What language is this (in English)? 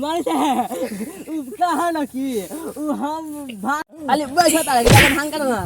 Maithili